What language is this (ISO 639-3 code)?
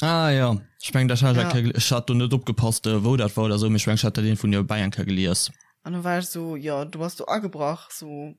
ltz